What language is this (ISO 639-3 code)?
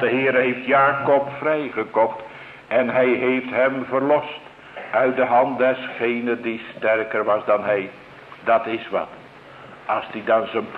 nld